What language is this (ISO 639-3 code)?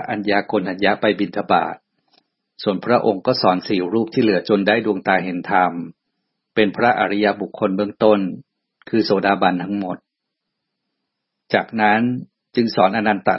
tha